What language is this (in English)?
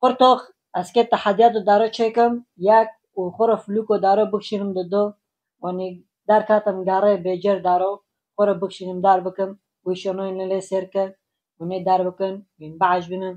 Kurdish